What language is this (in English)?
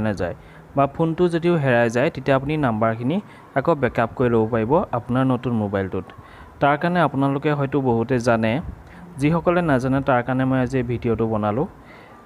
Assamese